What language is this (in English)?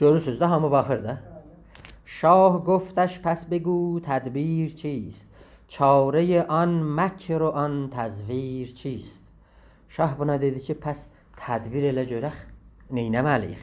South Azerbaijani